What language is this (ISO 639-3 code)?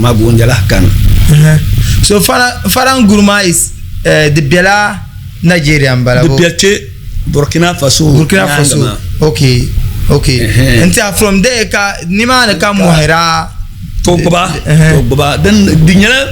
dag